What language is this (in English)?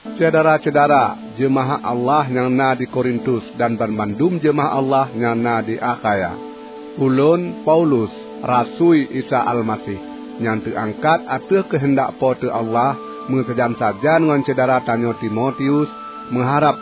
Achinese